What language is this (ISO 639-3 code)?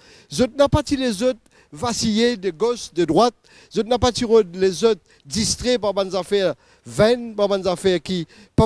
mfe